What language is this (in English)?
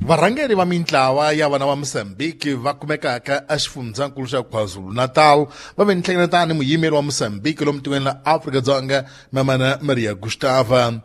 Tsonga